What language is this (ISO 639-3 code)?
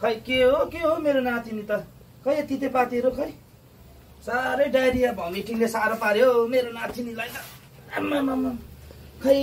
nep